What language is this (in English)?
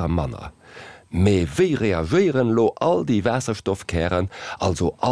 Luxembourgish